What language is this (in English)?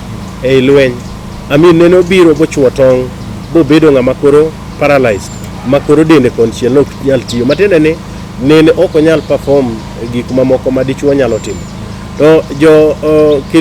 Luo (Kenya and Tanzania)